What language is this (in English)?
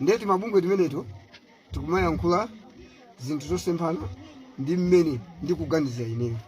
Nyanja